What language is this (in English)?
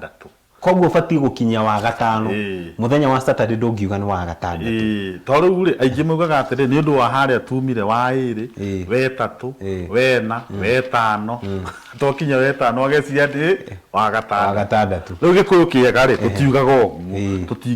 Kikuyu